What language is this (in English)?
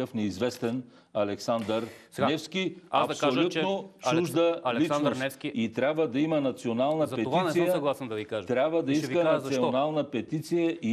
Bulgarian